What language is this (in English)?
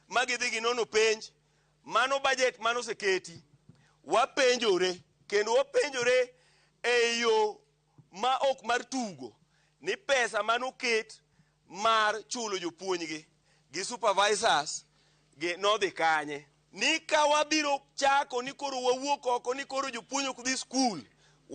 Luo (Kenya and Tanzania)